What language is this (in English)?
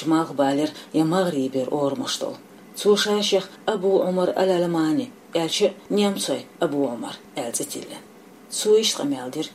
Chechen